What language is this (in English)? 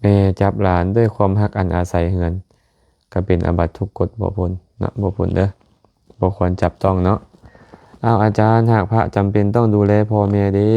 Lao